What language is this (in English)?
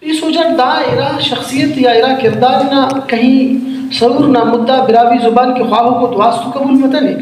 Brahui